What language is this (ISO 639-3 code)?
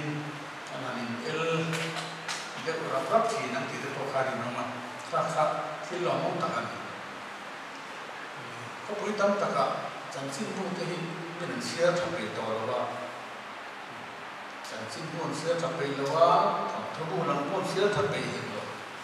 vie